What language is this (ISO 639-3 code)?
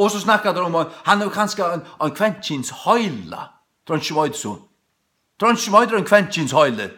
fao